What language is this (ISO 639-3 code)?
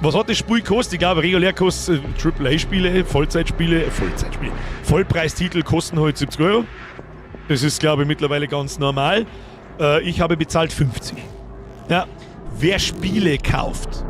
bar